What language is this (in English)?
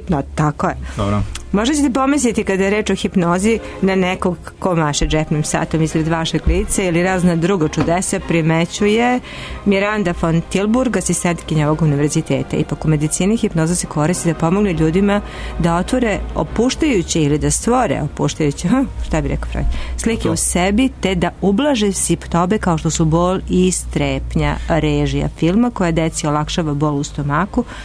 Serbian